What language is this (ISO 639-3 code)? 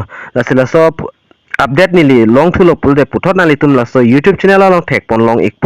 mjw